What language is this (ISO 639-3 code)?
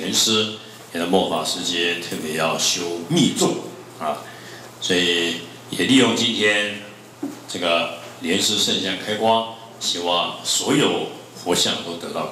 zho